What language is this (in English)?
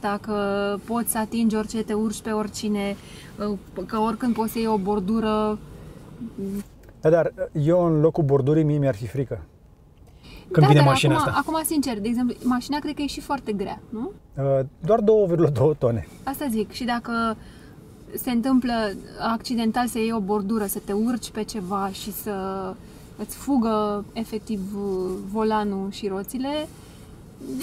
Romanian